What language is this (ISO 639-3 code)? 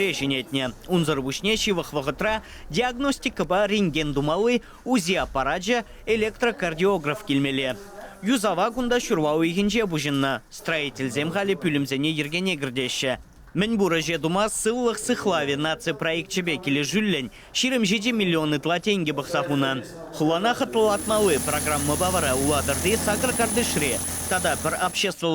chv